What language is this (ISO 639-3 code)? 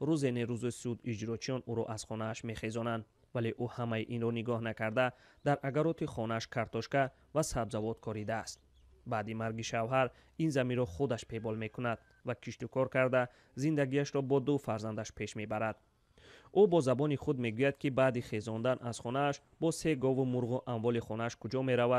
tgk